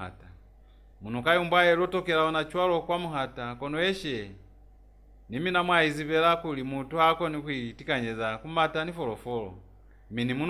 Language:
Lozi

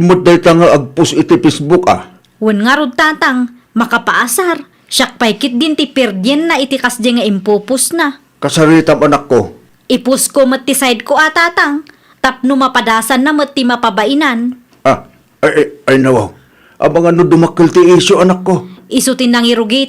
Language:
Iloko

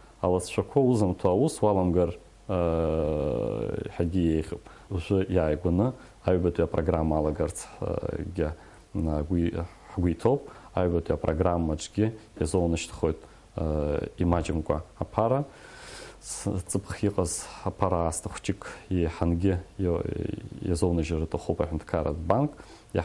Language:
Abkhazian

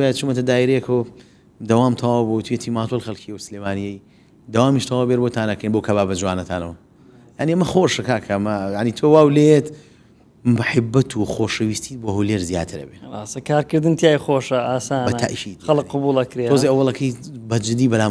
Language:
Central Kurdish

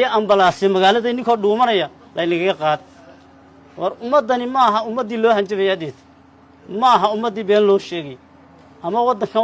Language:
Somali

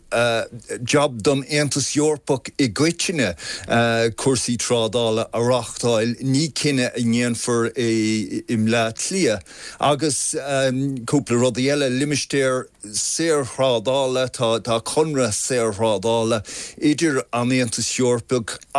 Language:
Irish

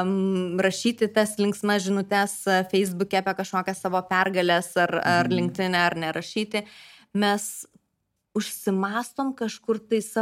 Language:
Lithuanian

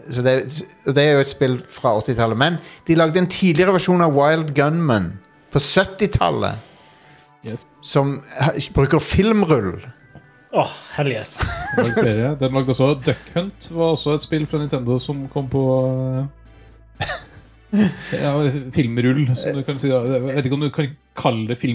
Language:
Norwegian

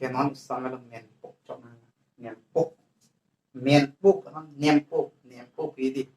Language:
Karbi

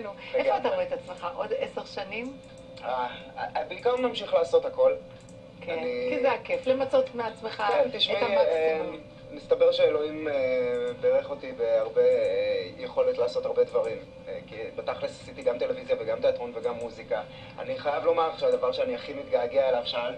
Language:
Hebrew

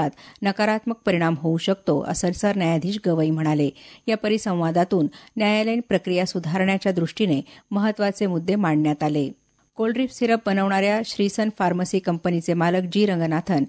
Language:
Marathi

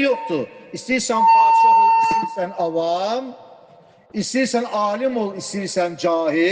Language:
Azerbaijani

